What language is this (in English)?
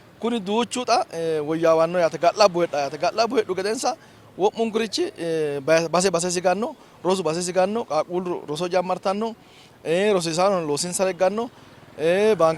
Sidamo